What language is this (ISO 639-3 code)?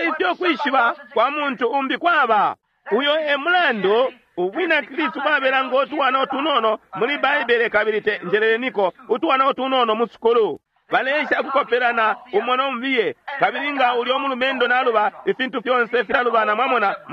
bem